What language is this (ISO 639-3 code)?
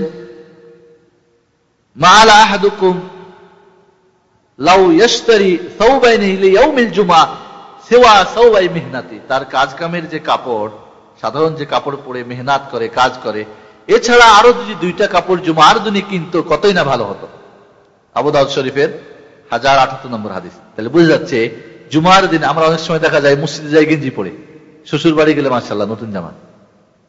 ben